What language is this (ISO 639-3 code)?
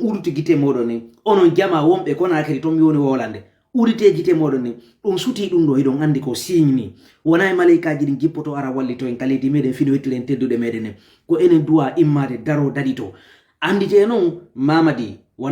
ful